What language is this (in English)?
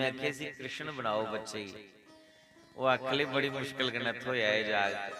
Dogri